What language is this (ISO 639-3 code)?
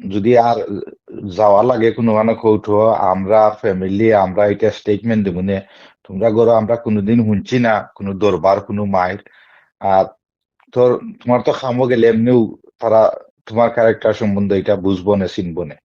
syl